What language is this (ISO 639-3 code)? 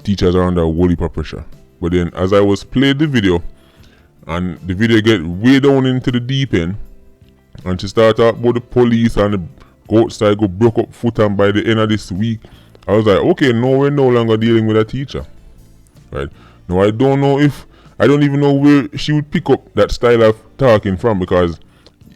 jam